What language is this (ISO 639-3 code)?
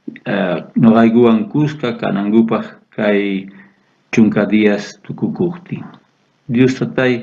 quh